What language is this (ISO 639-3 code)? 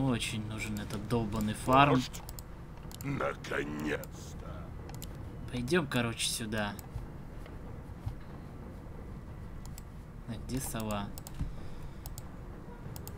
rus